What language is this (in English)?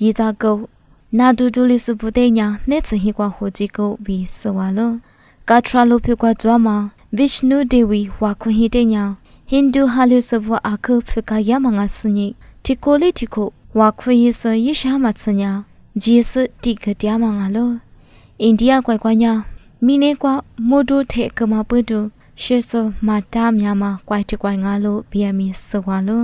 Lisu